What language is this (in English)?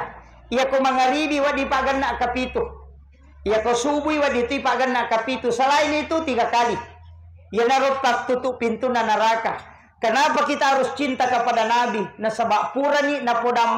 Buginese